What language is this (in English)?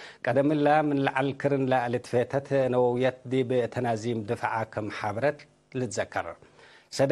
Tigre